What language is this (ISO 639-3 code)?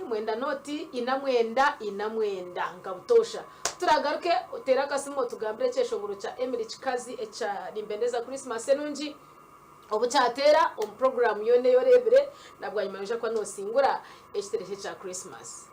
nyn